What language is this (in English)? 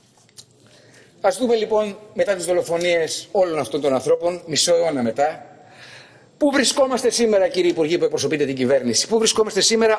Greek